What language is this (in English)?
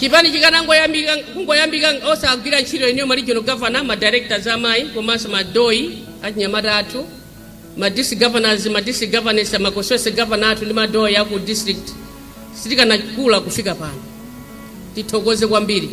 Nyanja